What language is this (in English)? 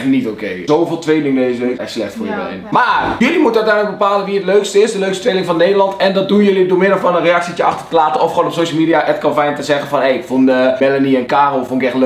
Dutch